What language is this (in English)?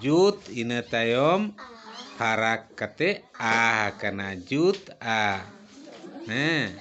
Santali